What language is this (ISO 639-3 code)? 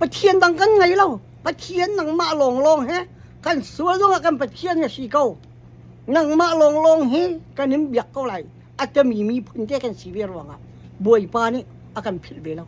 cnh